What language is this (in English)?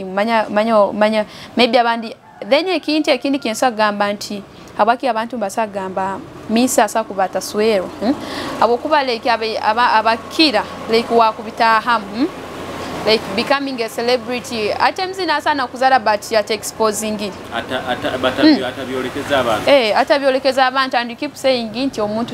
Nyoro